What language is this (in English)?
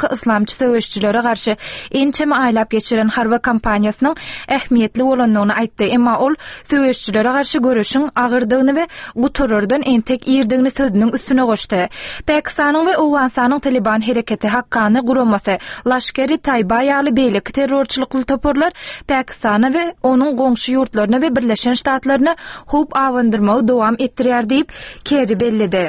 Turkmen